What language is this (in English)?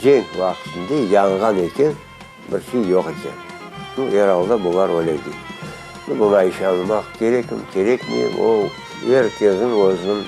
Crimean Tatar